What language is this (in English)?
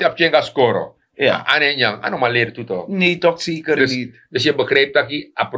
Sranan Tongo